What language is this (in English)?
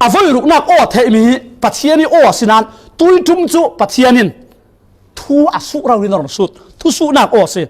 Falam Chin